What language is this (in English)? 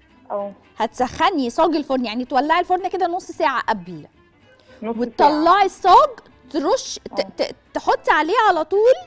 Egyptian Arabic